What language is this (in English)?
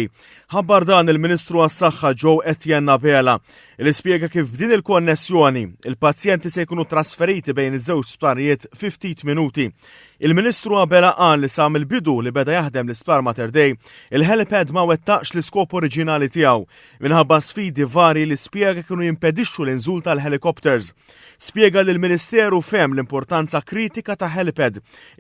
Maltese